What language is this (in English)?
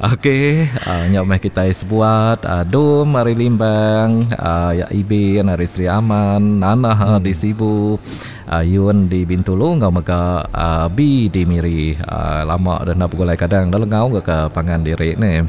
Iban